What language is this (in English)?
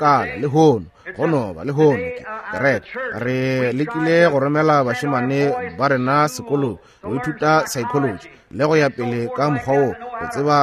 Northern Sotho